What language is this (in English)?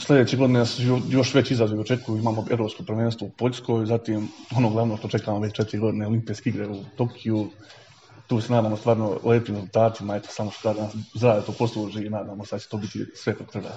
Serbian